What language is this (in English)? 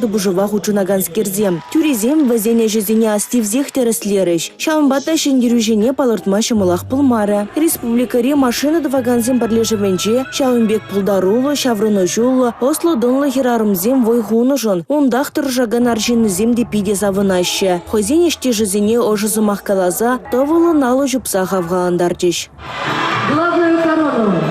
Chuvash